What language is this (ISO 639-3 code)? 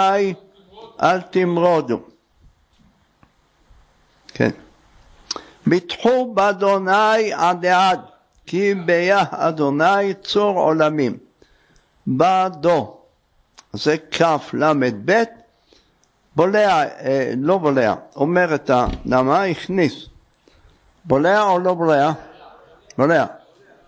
heb